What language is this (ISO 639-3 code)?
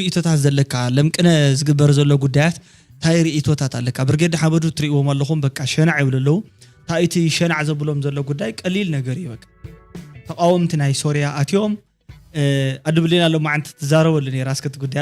tir